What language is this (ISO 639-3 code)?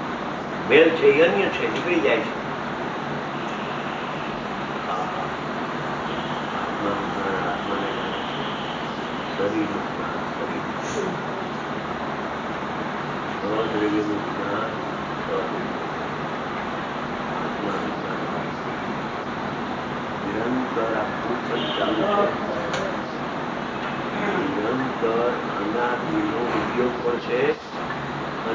guj